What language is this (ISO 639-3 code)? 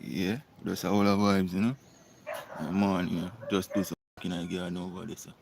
jam